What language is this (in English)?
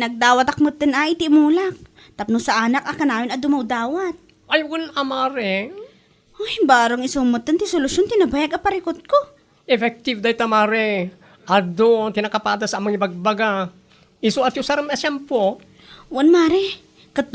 Iloko